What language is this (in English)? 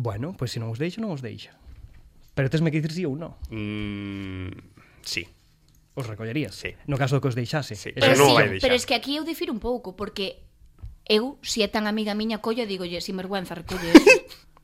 Galician